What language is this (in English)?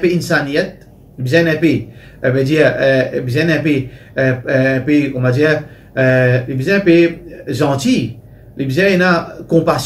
Morisyen